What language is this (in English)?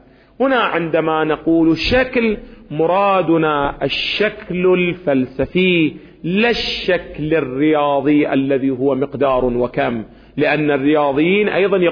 Arabic